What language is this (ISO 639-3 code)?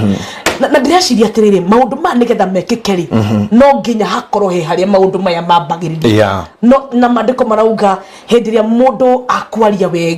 kik